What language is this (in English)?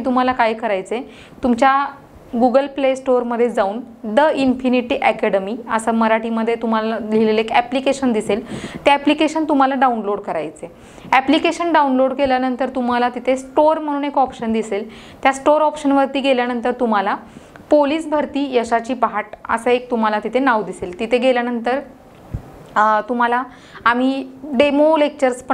Marathi